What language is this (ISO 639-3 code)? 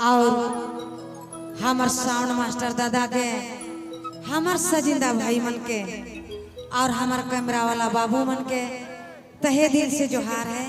sck